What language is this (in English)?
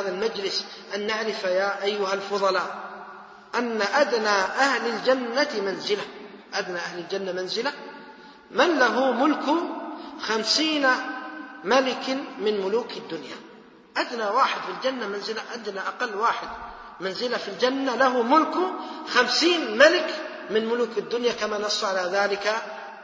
Arabic